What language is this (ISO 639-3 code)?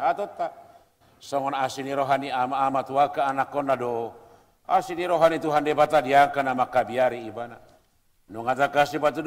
bbc